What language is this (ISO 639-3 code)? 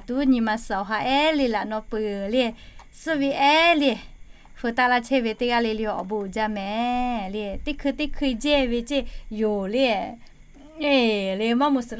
lhu